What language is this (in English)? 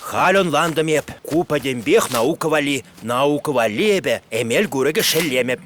Chuvash